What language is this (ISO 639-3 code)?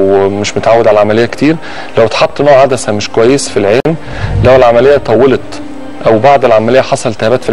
arz